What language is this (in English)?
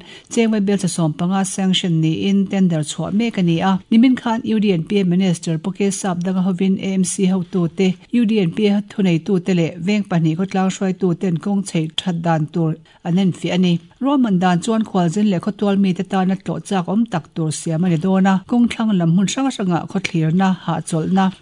Mizo